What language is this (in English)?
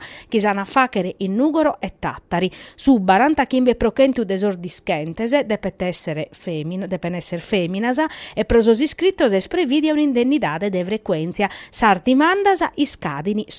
Sardinian